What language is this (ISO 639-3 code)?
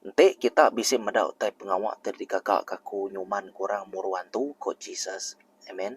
iba